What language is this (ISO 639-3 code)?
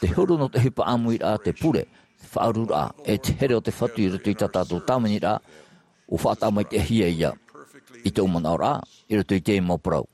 tah